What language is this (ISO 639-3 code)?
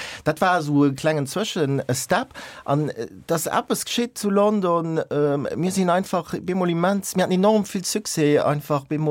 ltz